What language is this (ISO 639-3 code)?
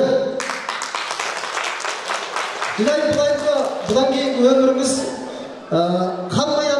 kaz